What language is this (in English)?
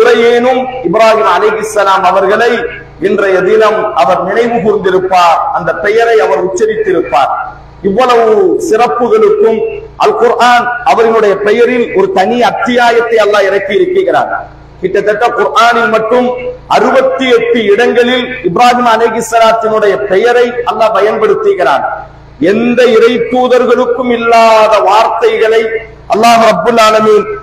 Tamil